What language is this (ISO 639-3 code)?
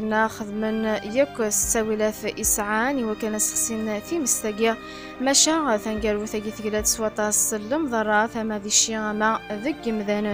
kab